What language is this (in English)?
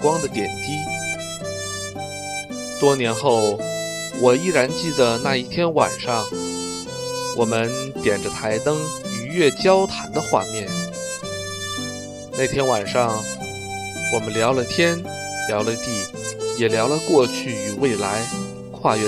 Chinese